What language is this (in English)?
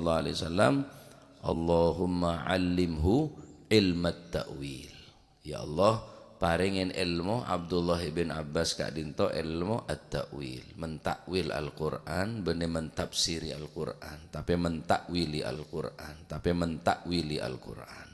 Madurese